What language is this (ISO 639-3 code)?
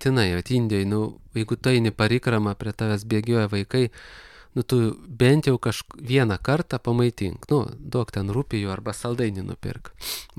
lit